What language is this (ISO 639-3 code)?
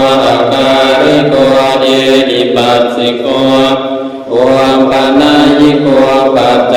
pli